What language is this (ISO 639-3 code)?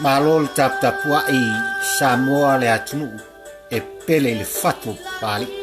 smo